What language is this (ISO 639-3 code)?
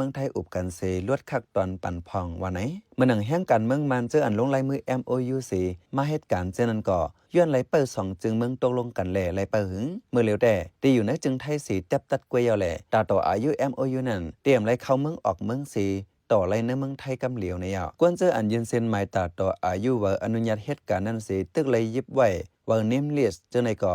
shn